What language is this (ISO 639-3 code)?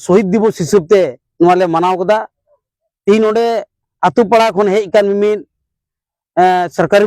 sat